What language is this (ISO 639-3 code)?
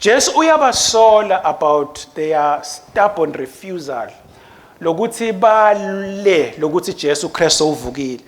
ssw